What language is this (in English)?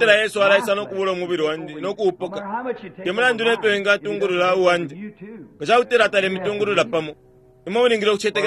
Bemba